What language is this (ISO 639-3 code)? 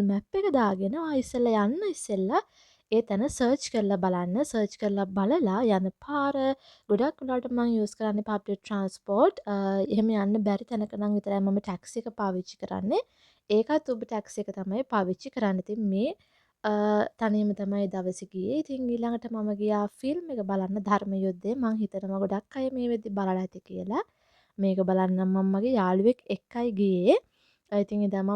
sin